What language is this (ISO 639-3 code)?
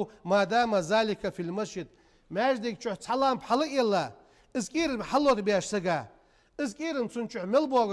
inh